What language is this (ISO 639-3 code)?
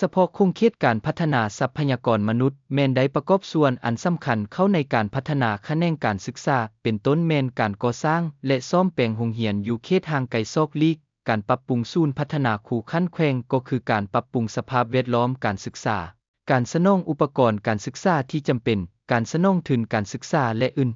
lao